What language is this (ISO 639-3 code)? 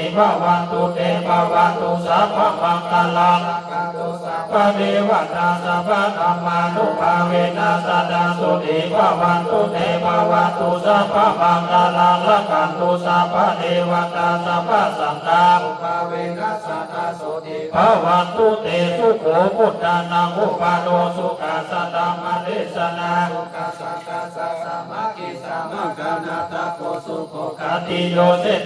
pli